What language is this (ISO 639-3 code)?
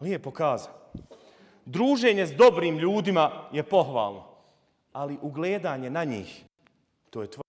bos